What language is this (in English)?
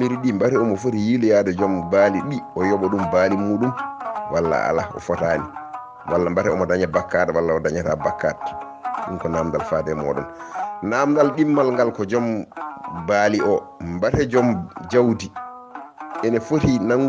Fula